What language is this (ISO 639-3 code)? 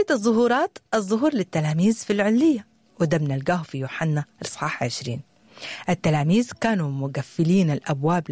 apd